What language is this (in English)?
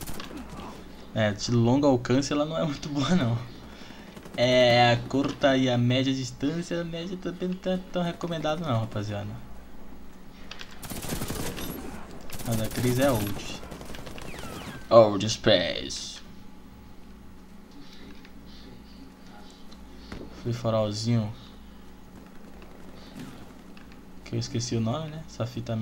Portuguese